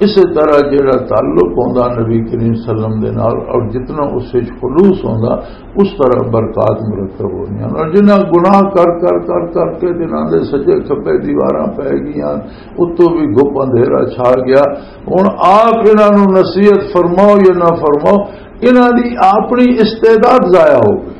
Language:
Western Panjabi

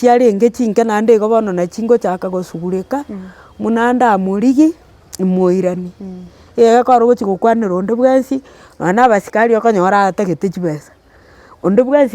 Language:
Gusii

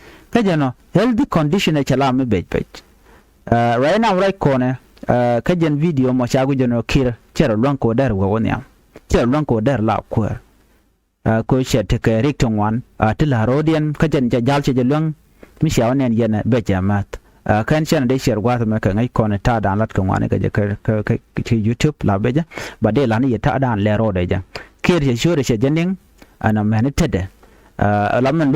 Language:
Nuer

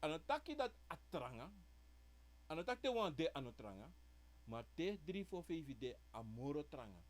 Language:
Sranan Tongo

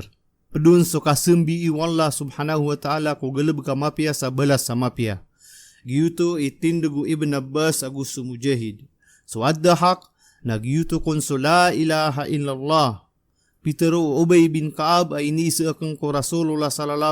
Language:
Maranao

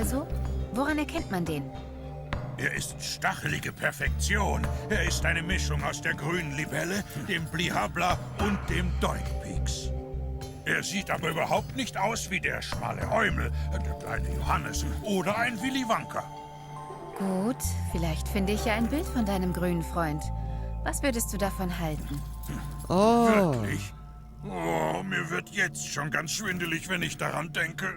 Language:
Swiss German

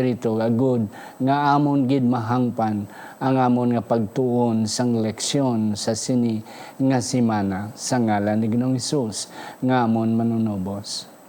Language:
Hiligaynon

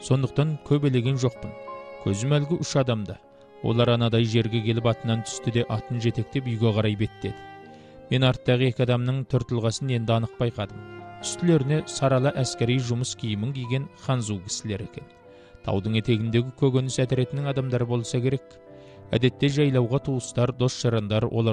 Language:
Kazakh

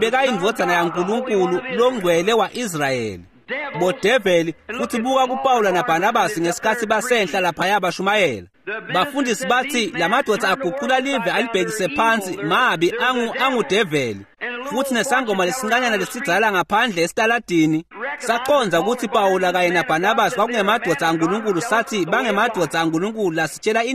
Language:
Swati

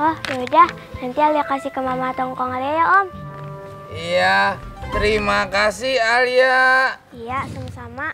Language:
Betawi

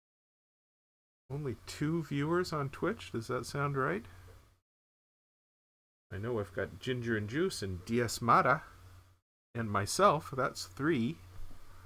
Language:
English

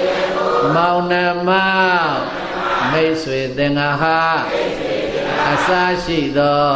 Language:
Burmese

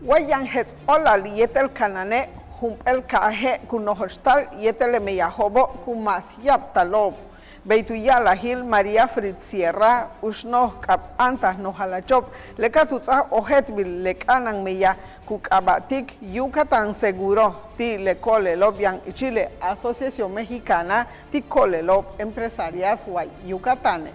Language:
Yucateco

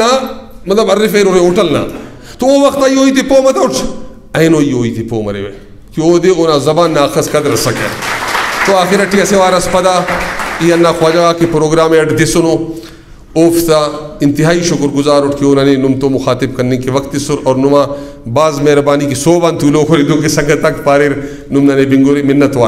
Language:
Brahui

